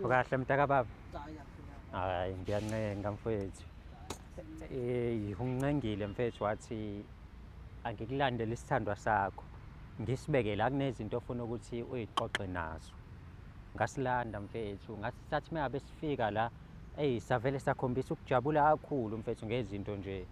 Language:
Zulu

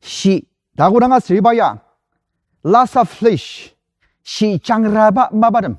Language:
Ao Naga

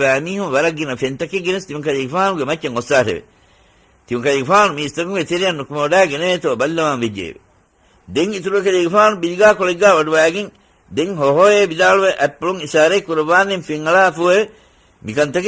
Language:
Divehi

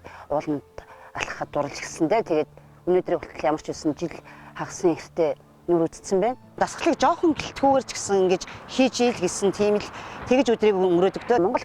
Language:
Mongolian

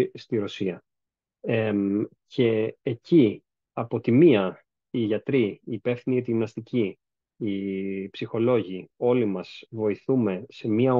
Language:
Greek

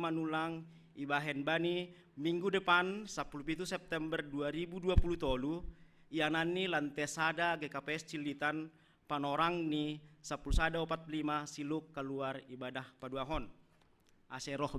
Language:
Batak Simalungun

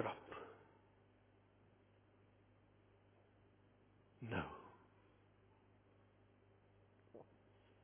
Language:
Afrikaans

